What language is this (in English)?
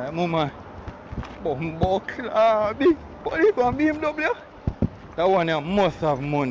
Jamaican Creole English